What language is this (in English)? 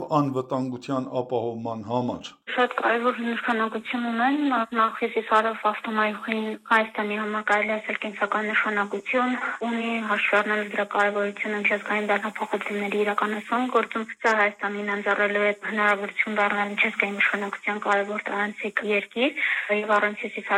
Armenian